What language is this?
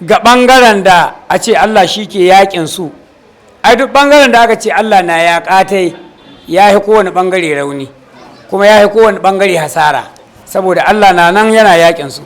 Hausa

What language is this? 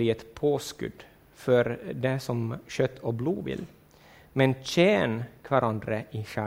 Norwegian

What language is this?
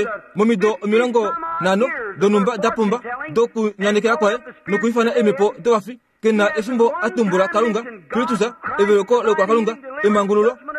Kuanyama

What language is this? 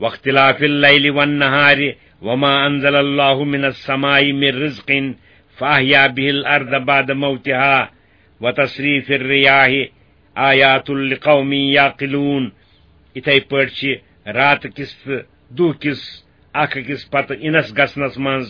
Kashmiri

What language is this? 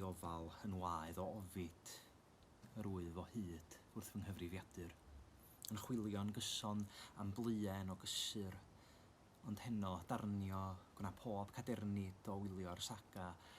Welsh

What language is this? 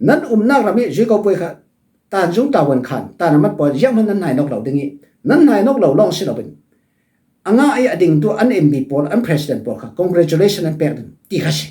Falam Chin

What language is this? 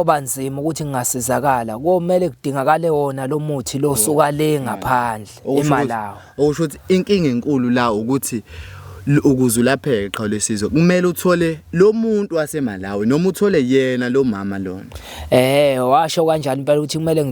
Zulu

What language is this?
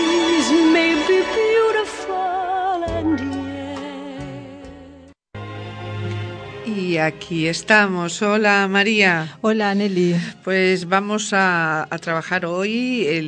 Spanish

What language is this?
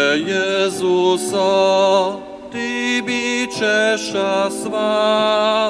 Upper Sorbian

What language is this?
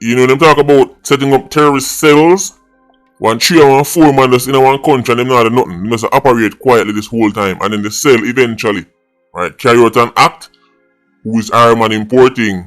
Jamaican Creole English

